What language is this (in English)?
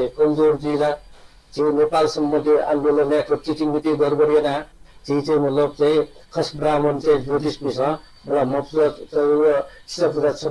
Newari